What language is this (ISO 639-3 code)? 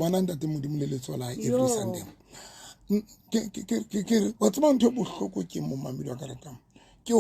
sot